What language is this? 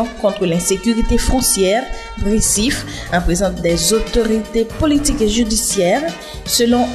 French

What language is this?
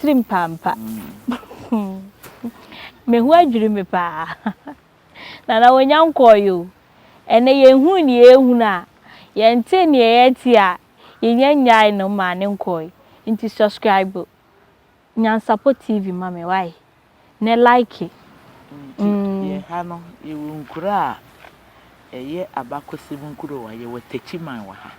Akan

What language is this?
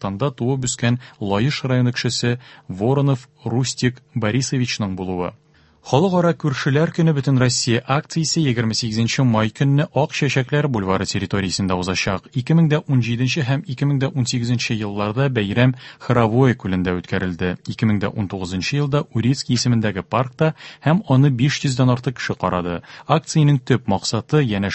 Tatar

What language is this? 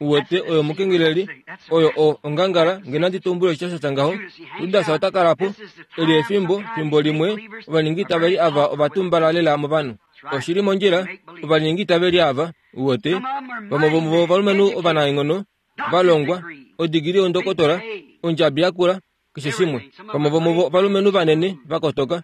Kuanyama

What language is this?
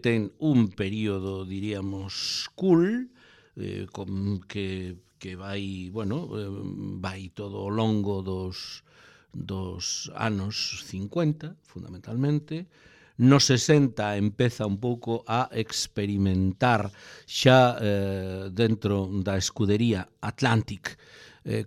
Galician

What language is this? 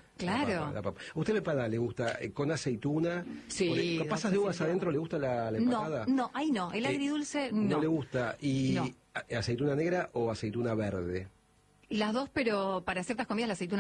Spanish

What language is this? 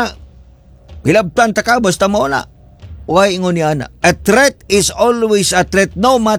Cebuano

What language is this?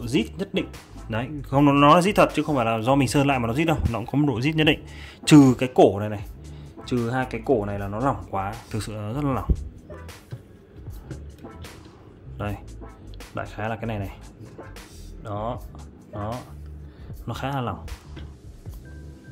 Vietnamese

